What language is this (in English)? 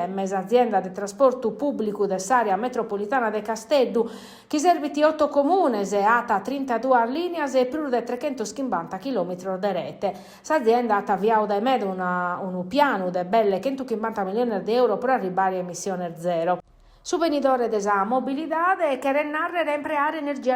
Sardinian